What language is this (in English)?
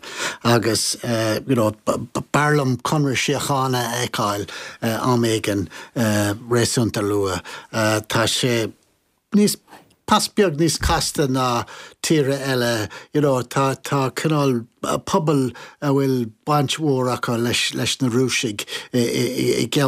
Irish